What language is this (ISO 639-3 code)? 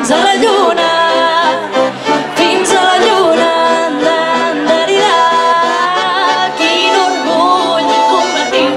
cat